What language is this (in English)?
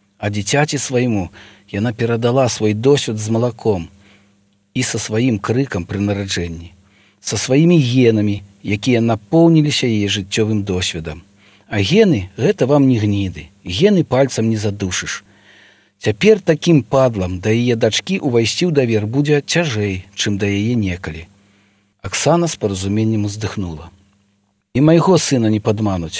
Belarusian